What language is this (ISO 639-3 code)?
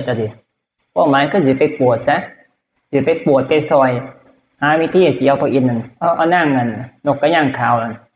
tts